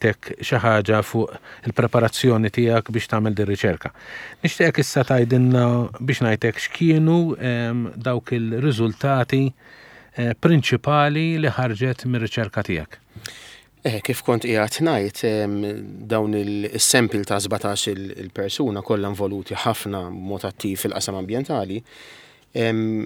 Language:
Maltese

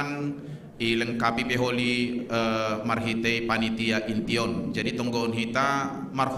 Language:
Batak Simalungun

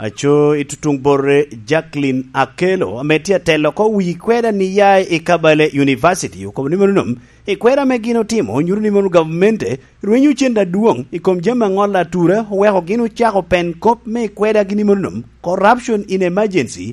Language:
Lango (Uganda)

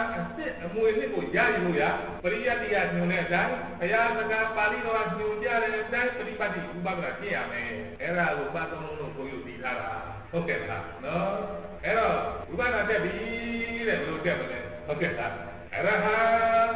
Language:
Burmese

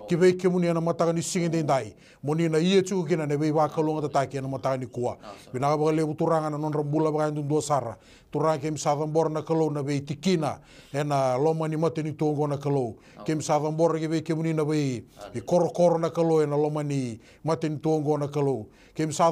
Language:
Fijian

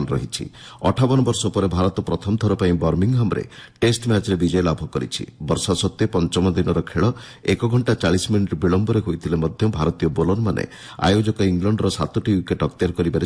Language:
Odia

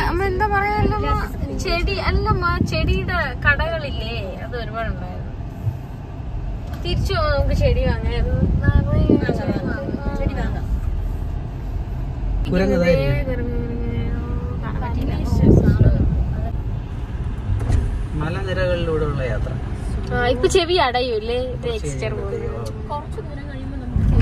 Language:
Malayalam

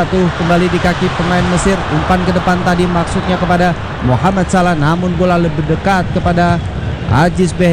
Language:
Indonesian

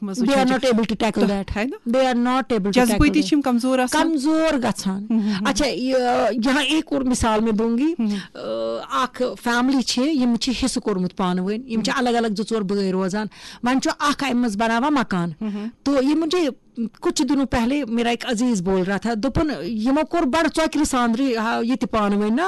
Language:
Kashmiri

